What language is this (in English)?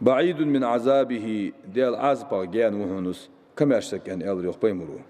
Ingush